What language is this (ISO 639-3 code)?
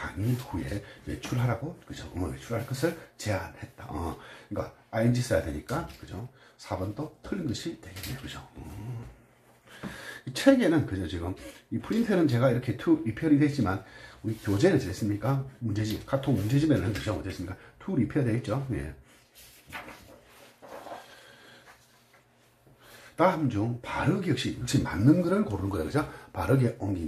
kor